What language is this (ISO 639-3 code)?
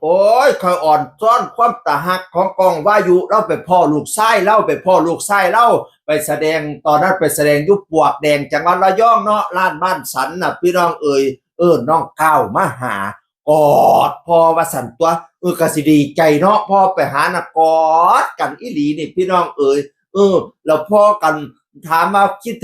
tts